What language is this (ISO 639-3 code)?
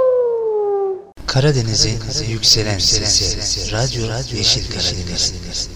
tur